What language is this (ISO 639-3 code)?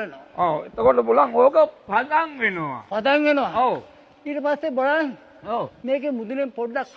sin